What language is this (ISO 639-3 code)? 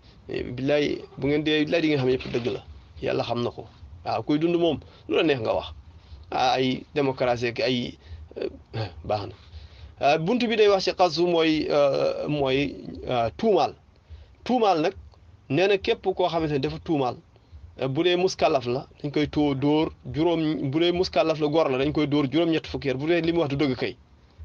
wol